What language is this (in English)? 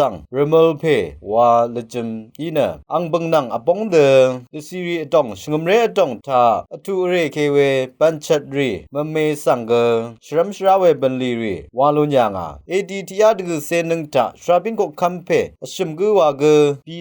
Rawang